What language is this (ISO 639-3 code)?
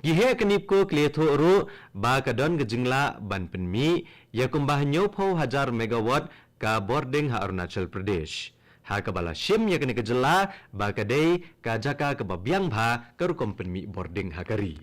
kha